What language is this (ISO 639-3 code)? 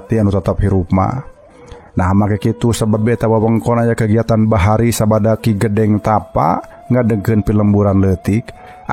sun